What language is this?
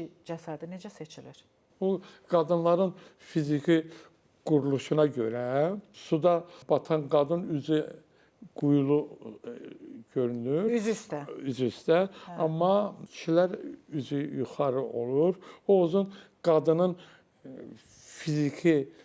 Azerbaijani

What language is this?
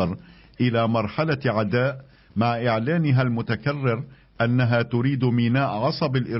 Arabic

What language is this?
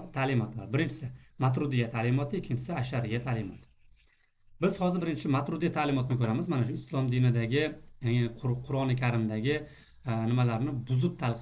Uzbek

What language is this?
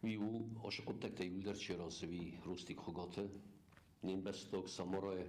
Ossetic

